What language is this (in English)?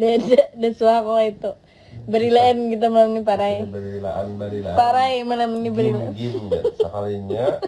Banjar